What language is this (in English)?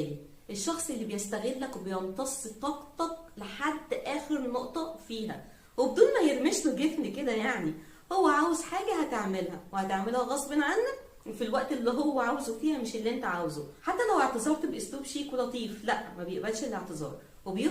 Egyptian Arabic